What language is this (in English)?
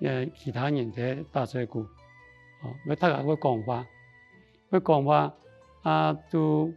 Hakka Chinese